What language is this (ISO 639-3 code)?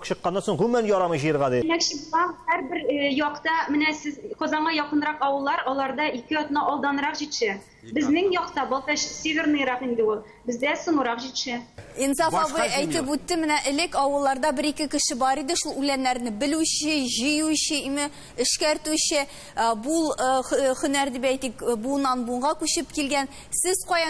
tat